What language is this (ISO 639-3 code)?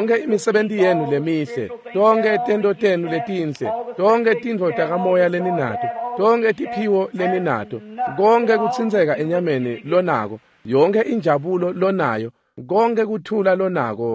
ssw